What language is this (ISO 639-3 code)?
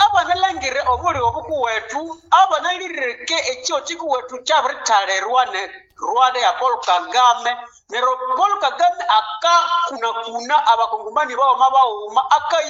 nnb